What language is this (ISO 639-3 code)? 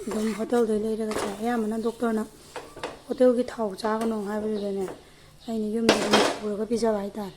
mni